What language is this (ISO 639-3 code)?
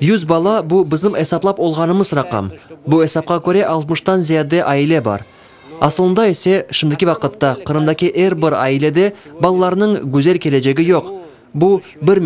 crh